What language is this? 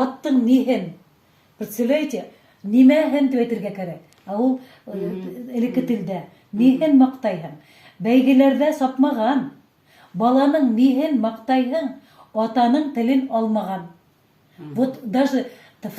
Bashkir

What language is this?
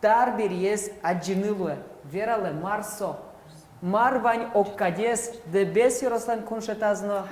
Udmurt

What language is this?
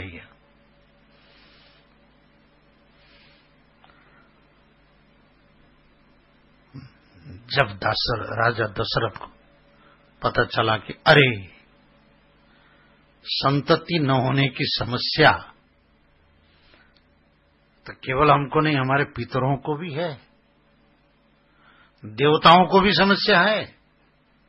Hindi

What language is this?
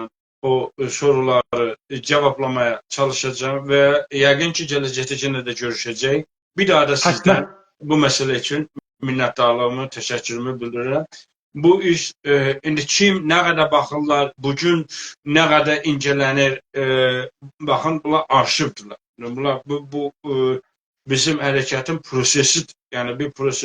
South Azerbaijani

